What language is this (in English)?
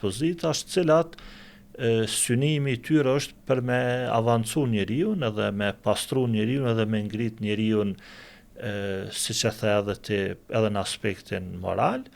Albanian